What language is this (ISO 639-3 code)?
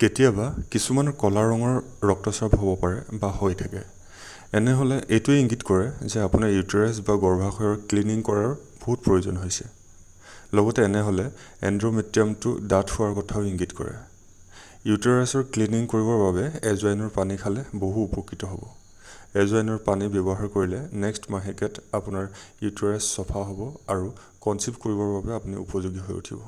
asm